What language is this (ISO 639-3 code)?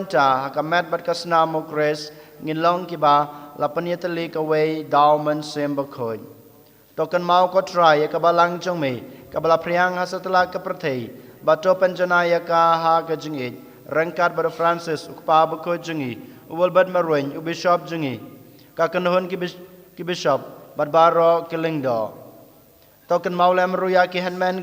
kha